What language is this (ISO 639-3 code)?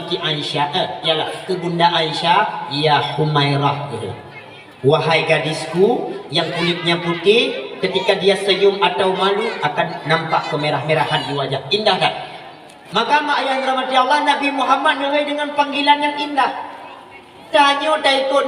ace